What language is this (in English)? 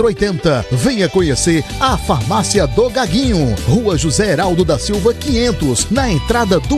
Portuguese